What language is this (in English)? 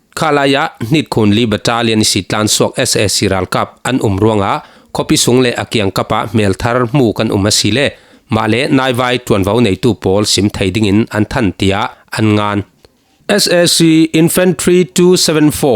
Falam Chin